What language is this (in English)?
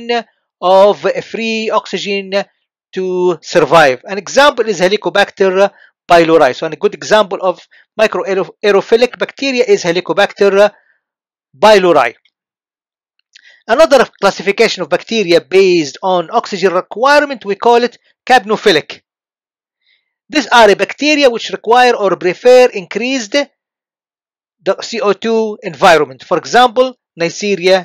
English